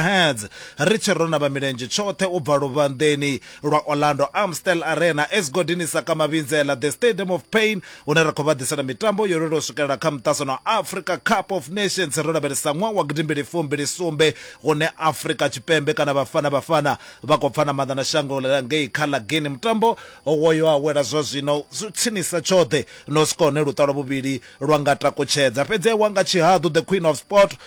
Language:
Venda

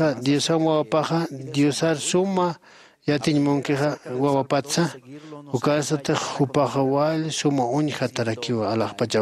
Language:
Aymara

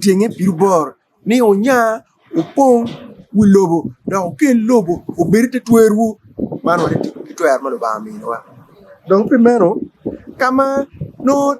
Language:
Acoli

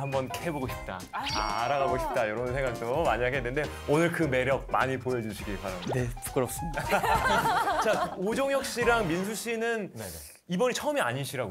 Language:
Korean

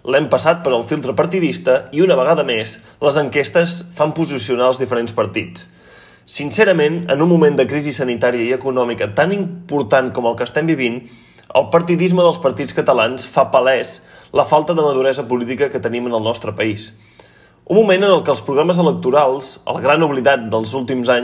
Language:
Catalan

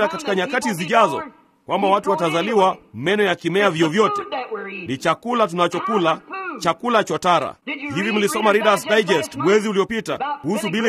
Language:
Swahili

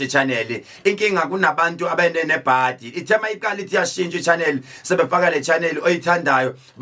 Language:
Zulu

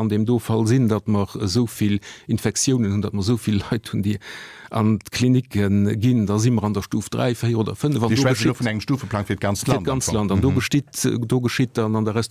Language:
Luxembourgish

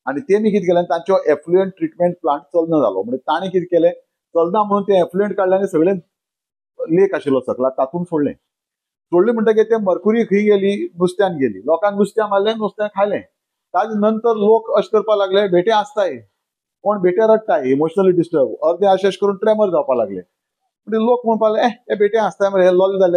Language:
Konkani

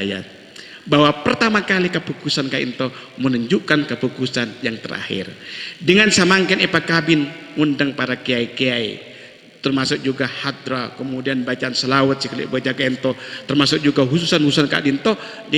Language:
Madurese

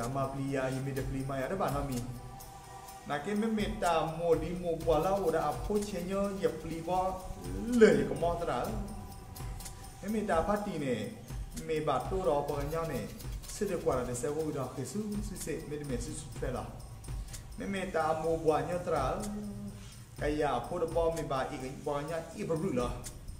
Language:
S'gaw Karen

